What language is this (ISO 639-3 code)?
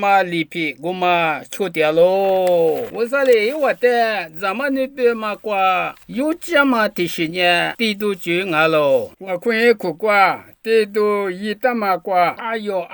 lis